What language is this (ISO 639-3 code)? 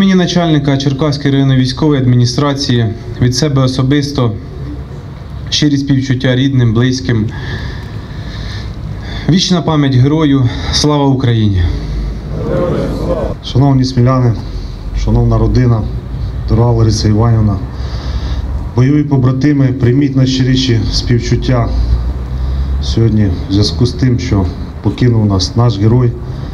ukr